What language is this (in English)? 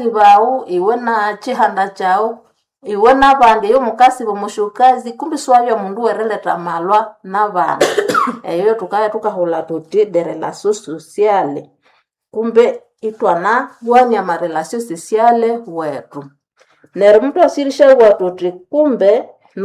Nande